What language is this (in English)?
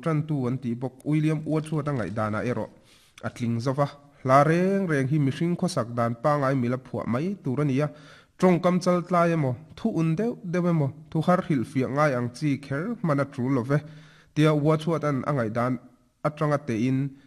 Mizo